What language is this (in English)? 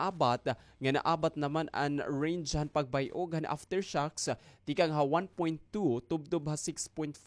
Waray